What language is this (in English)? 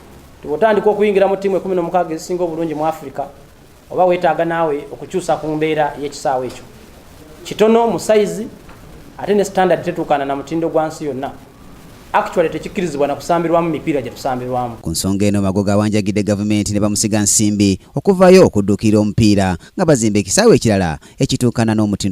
Ganda